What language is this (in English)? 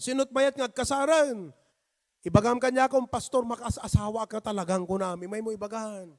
Iloko